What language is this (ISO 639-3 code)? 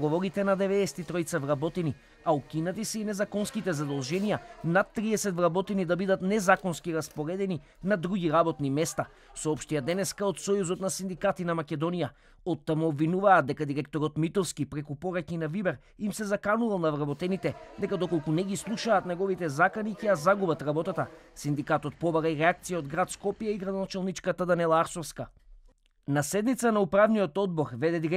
mkd